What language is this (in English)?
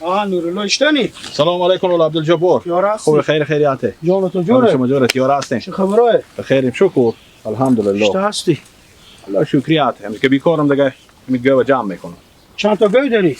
Hazaragi